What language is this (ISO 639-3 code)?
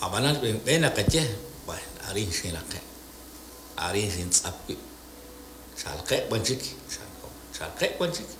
kek